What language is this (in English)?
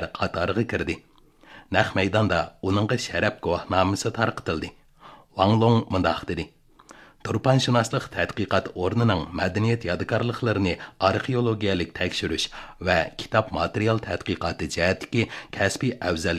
Uyghur